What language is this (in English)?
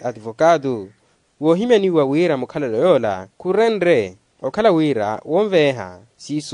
Makhuwa